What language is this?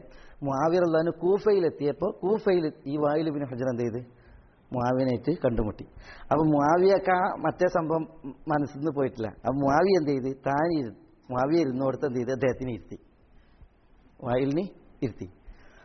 Malayalam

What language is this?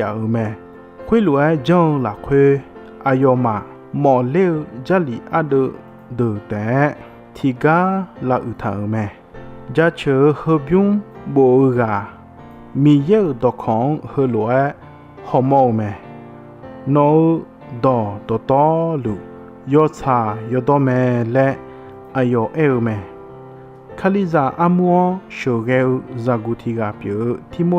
Akha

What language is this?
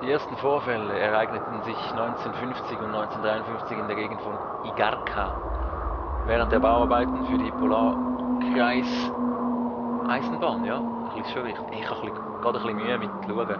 Swiss German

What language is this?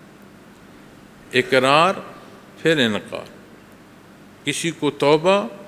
Urdu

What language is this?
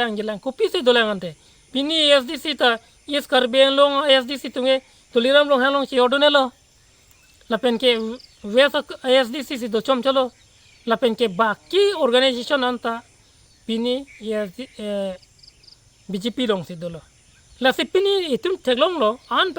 Karbi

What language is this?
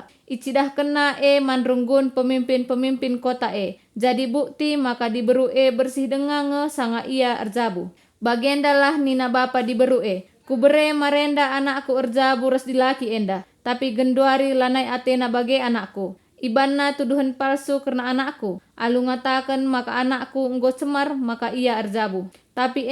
Batak Karo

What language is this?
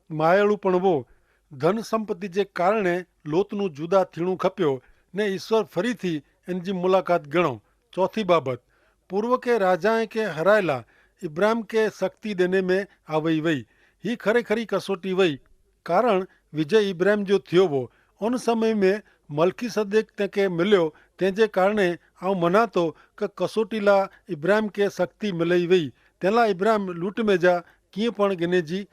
Kachhi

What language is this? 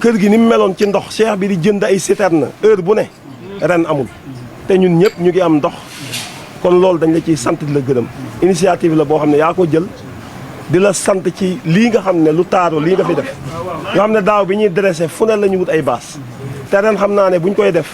Wolof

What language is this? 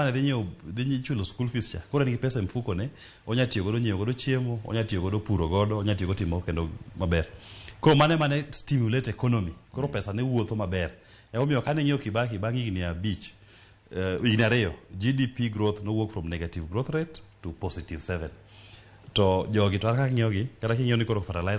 Luo (Kenya and Tanzania)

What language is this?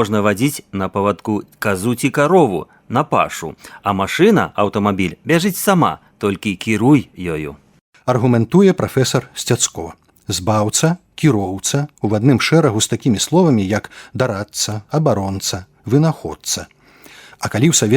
Belarusian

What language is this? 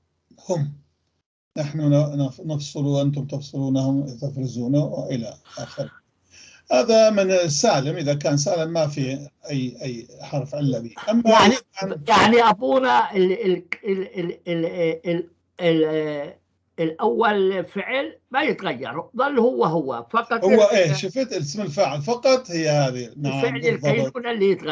North Levantine Arabic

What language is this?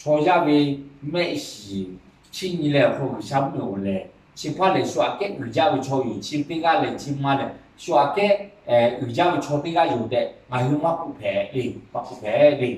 Lahu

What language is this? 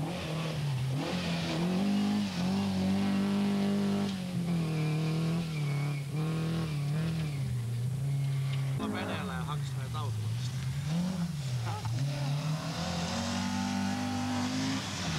Finnish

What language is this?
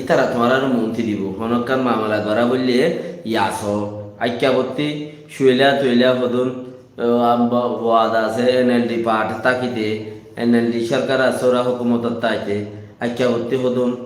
Rohingya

